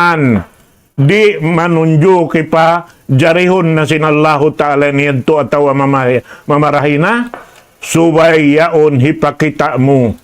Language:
Tausug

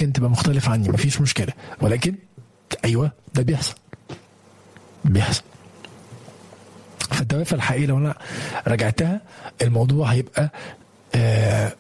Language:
Egyptian Arabic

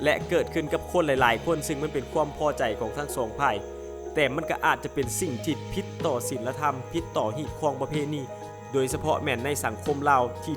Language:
Lao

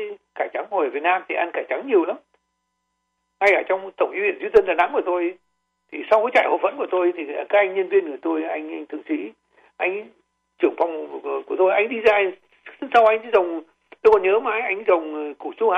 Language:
Vietnamese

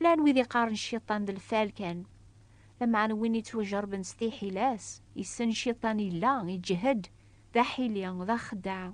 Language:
Kabyle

